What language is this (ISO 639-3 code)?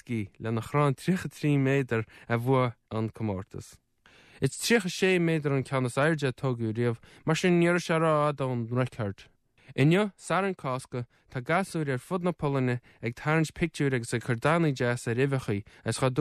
gle